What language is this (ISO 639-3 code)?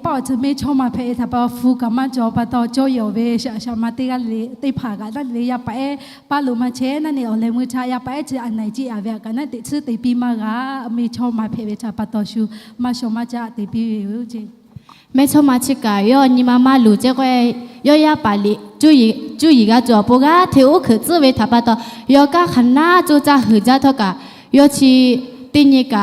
lhu